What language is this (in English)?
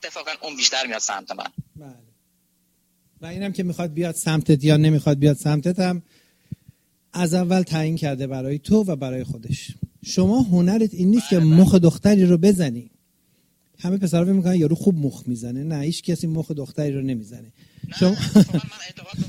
Persian